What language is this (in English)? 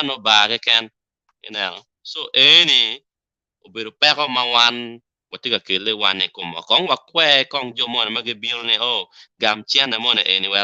Acoli